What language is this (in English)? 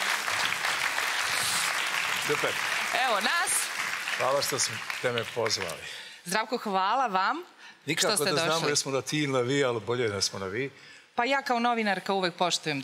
Serbian